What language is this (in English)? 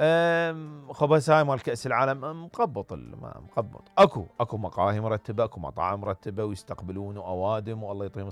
Mesopotamian Arabic